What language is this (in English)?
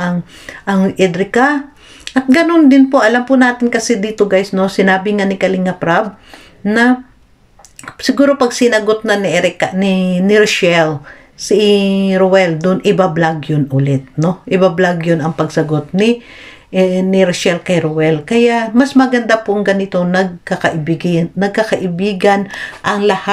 Filipino